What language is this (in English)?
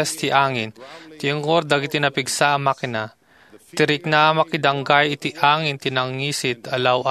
Iloko